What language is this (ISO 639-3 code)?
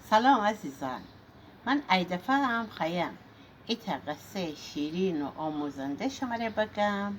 glk